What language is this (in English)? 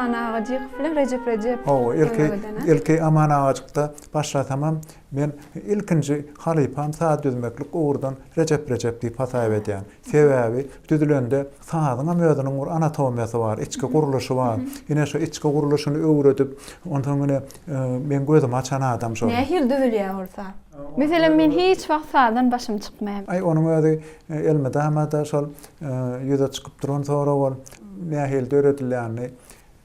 Turkmen